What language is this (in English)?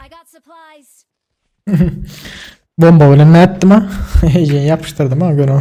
Turkmen